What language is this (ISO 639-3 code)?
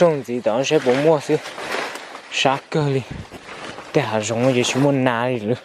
hmn